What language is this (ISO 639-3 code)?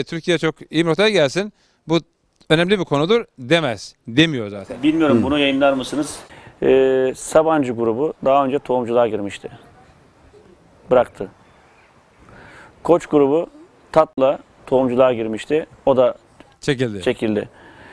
tur